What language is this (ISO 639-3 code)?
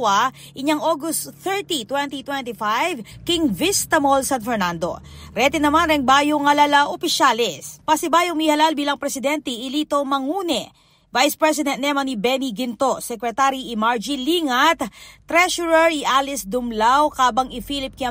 pam